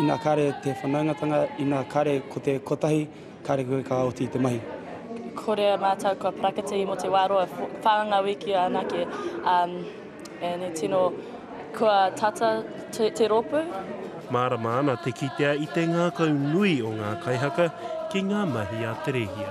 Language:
Māori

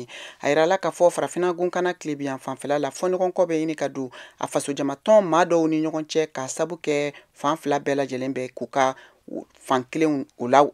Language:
Bambara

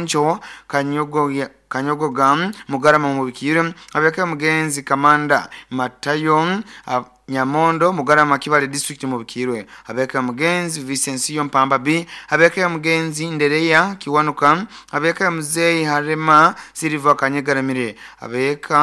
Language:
Nyoro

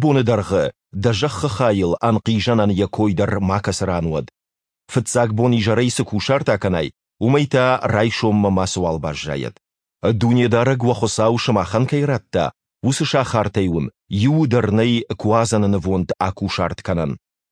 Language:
Ossetic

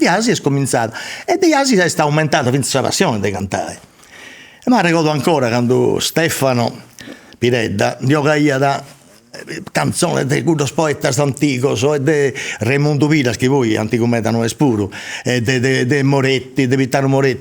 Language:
Sardinian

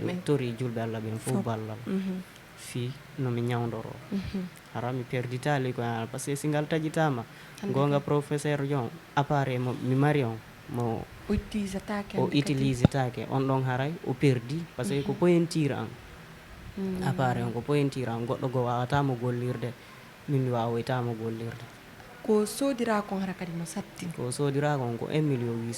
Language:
Fula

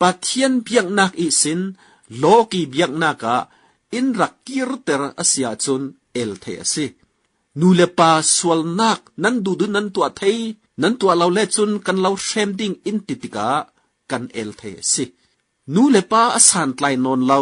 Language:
Falam Chin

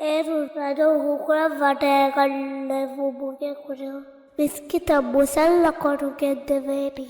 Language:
Divehi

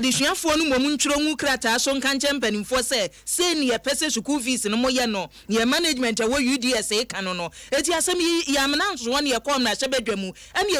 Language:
Akan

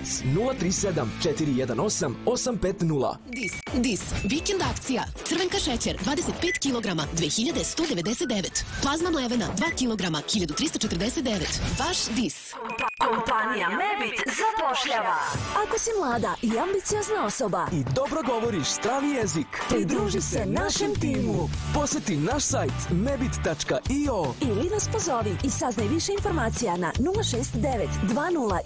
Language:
Serbian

